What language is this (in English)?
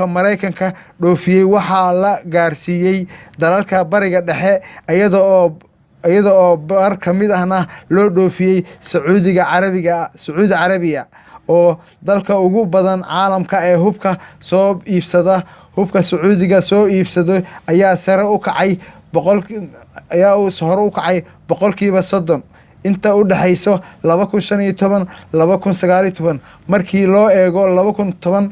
Somali